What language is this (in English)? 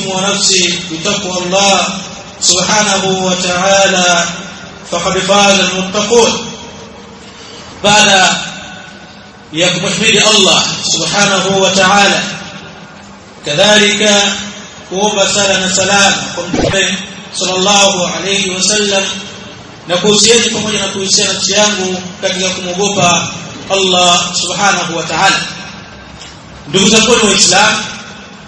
Swahili